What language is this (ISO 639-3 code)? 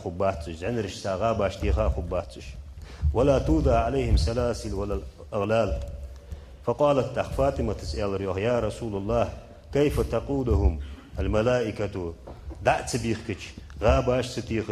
inh